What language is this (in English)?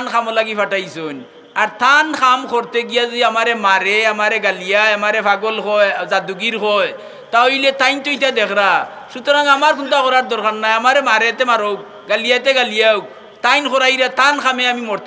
Sylheti